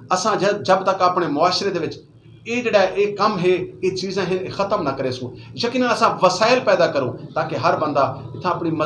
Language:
Saraiki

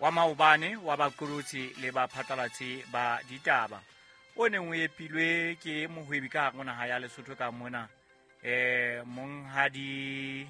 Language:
Southern Sotho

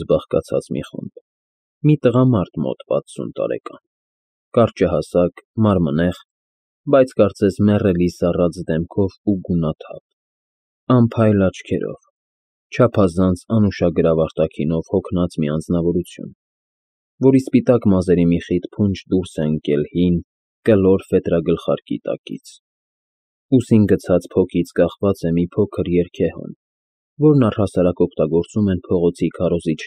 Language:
Armenian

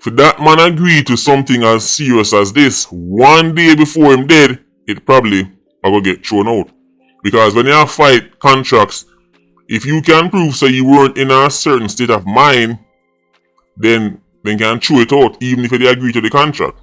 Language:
Jamaican Creole English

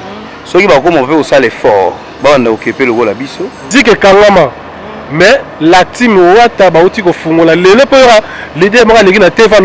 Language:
Lingala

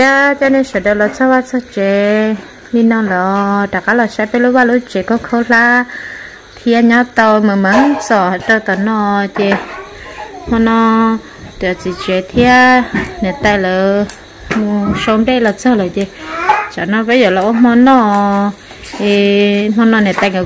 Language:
Vietnamese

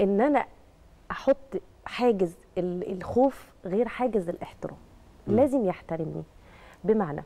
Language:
Egyptian Arabic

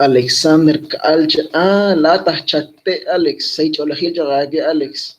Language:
Kekchí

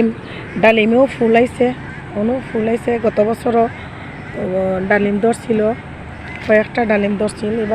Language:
Sylheti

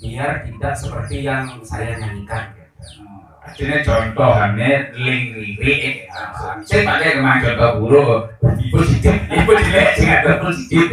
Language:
Balinese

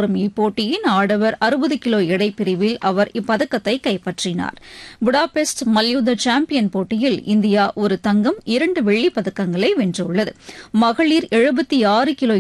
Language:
Tamil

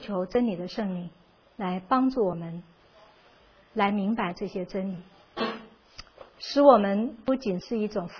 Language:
Chinese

